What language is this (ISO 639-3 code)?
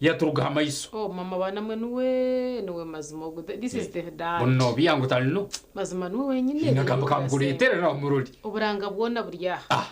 nyn